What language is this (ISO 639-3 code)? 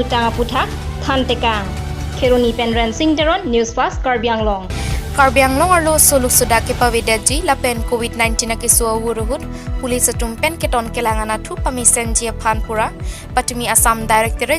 mjw